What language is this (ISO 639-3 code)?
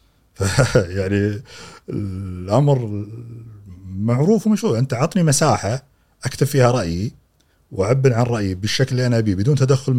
afb